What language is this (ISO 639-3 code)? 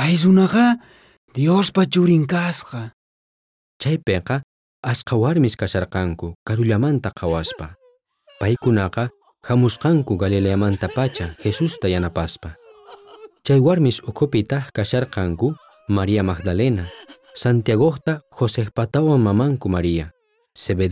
quh